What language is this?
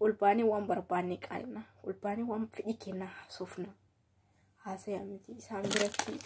Oromo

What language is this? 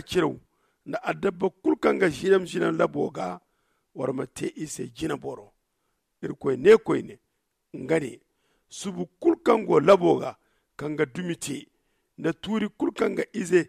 Zarma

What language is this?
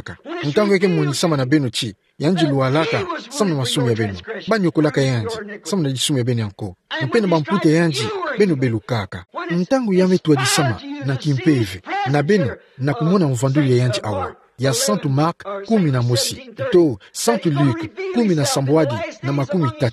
Kituba (Democratic Republic of Congo)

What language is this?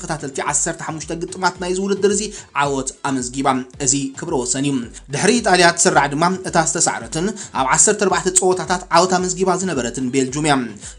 Tigrinya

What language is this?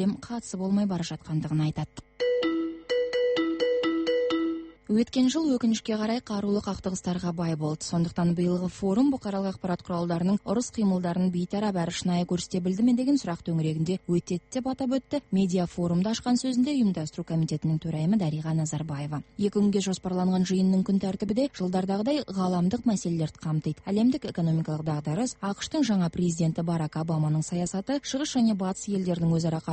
Kazakh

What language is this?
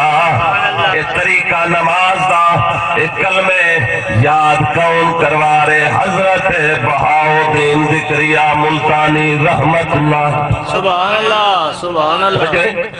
Saraiki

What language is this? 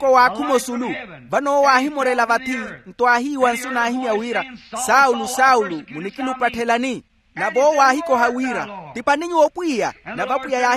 Makhuwa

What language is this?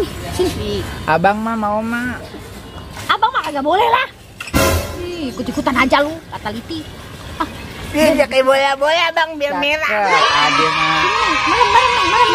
Betawi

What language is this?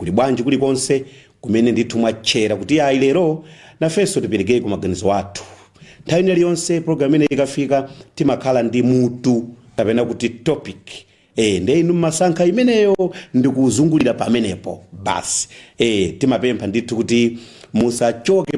Nyanja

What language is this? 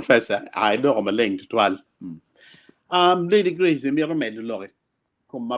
Acoli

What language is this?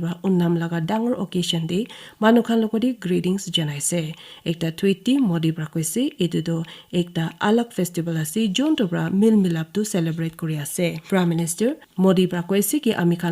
Naga Pidgin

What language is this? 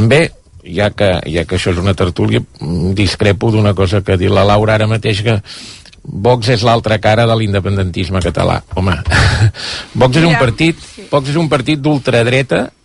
Catalan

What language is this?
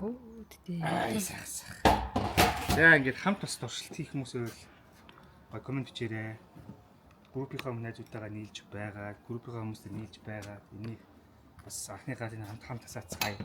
Mongolian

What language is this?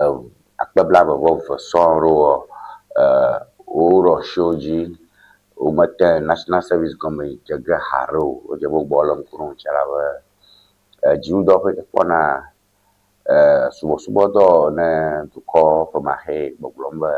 Ewe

